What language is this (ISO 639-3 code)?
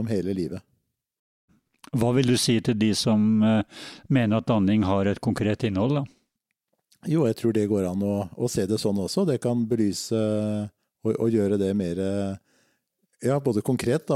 nor